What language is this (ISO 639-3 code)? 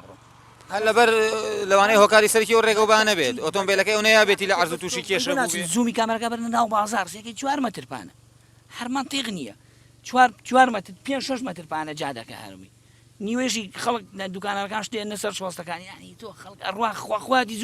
ckb